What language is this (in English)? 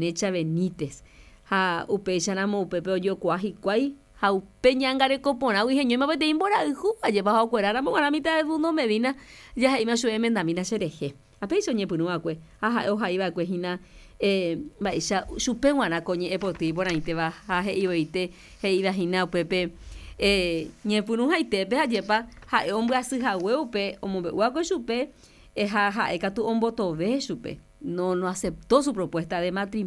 Guarani